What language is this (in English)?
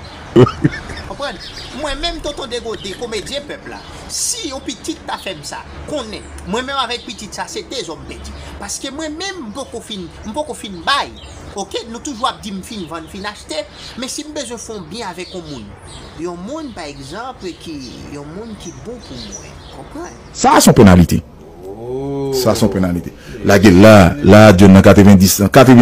Haitian Creole